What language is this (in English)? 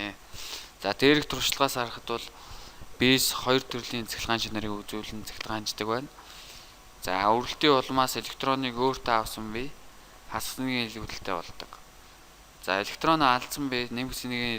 Mongolian